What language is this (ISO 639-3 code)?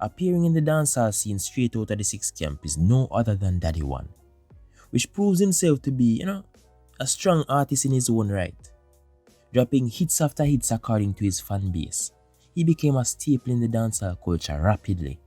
jam